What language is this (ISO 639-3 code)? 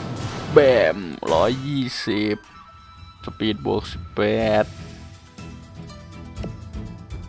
tha